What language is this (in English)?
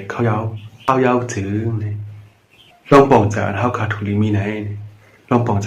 Shan